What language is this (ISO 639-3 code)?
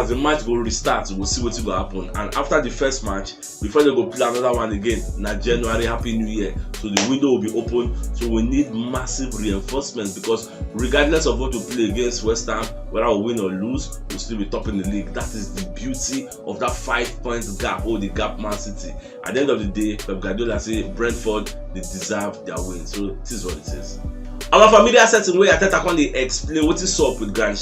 pcm